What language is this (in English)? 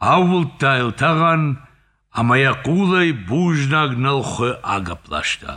Ossetic